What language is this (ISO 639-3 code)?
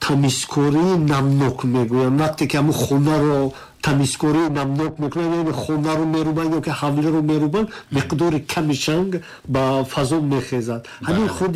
tgk